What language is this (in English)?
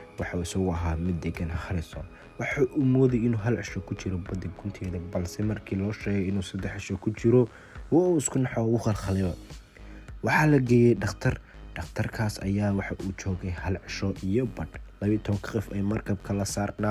Somali